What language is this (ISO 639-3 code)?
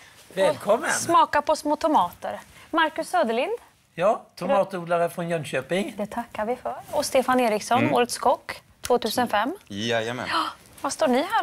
swe